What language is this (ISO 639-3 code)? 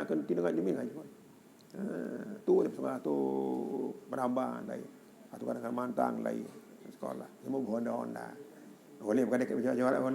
sas